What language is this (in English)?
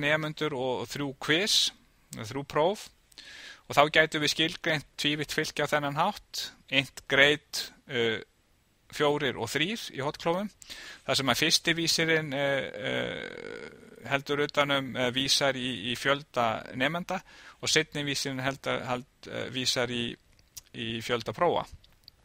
Icelandic